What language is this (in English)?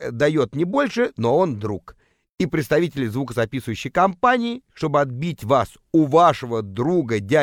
Russian